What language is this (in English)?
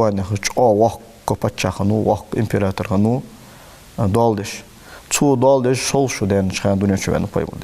Ingush